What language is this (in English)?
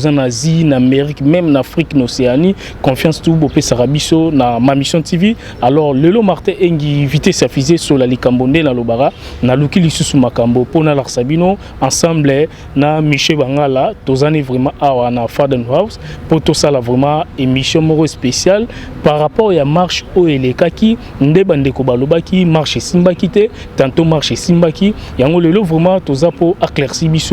Lingala